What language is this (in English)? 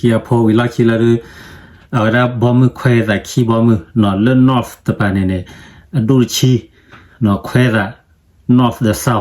S'gaw Karen